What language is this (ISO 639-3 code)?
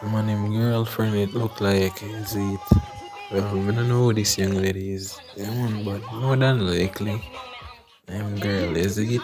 jam